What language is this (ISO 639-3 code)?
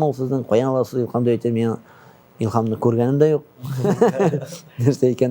tat